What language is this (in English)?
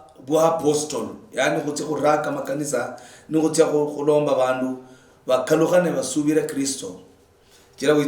Luyia